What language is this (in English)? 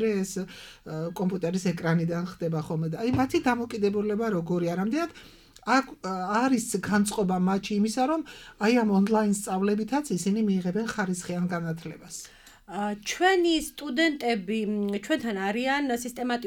Georgian